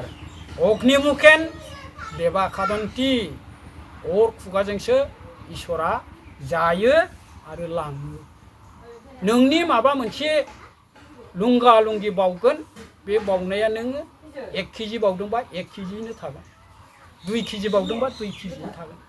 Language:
Bodo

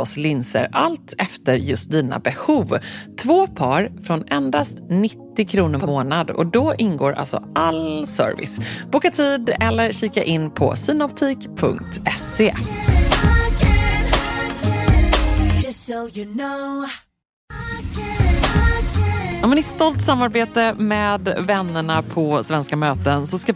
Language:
Swedish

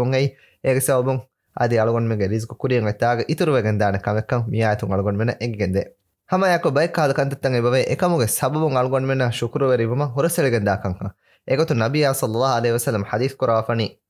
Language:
Divehi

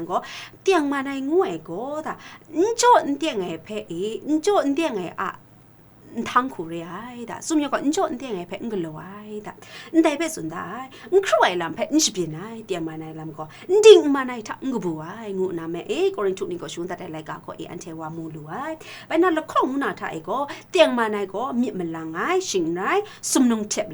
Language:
Kachin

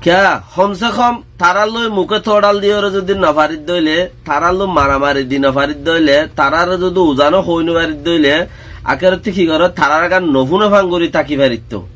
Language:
Rohingya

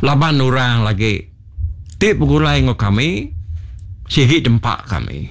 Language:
Iban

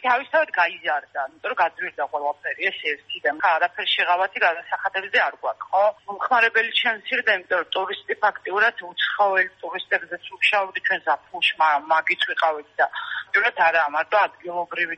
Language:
Georgian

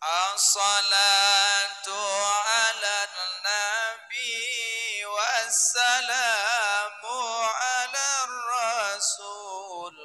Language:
Achinese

